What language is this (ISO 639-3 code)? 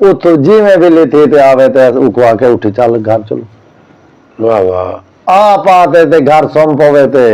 skr